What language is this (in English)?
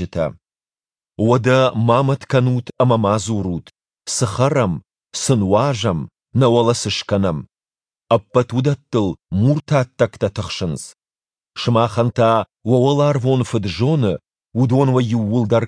Ossetic